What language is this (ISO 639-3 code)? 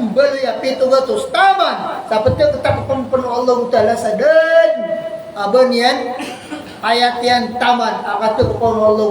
mrw